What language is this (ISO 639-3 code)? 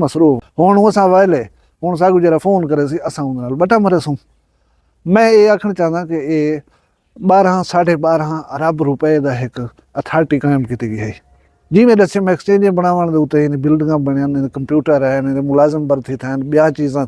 skr